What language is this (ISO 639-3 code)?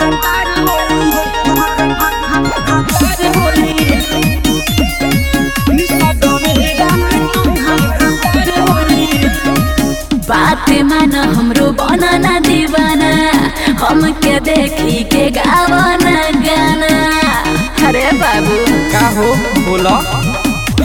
bho